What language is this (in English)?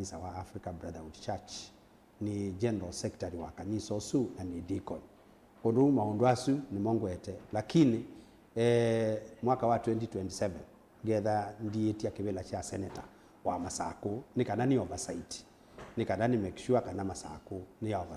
Kamba